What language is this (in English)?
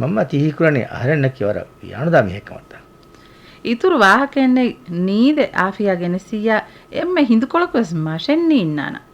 Divehi